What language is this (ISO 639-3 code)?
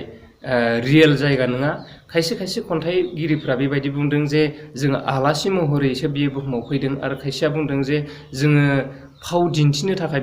brx